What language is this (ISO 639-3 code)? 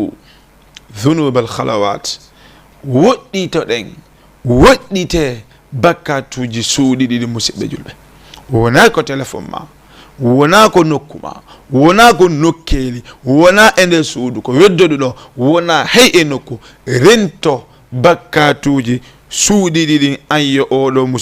ful